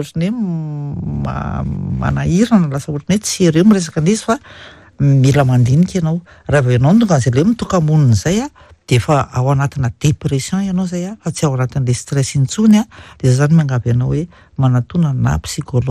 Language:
Malagasy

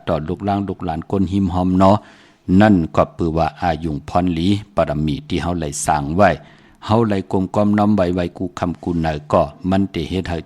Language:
Shan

